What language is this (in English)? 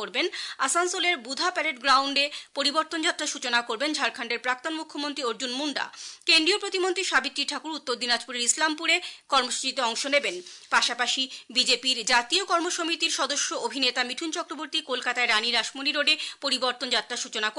Bangla